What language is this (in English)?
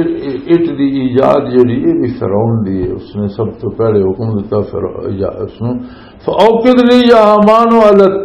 Western Panjabi